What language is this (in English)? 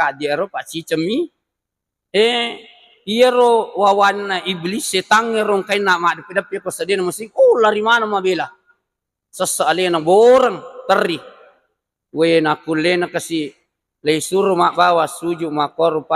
Buginese